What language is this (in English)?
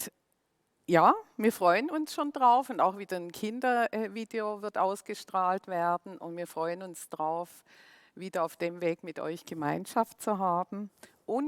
Swiss German